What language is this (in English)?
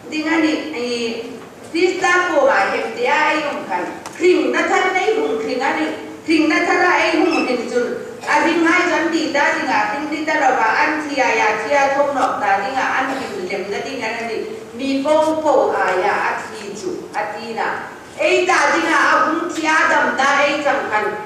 Hmar